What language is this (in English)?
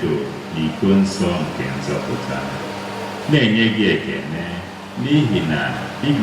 Igbo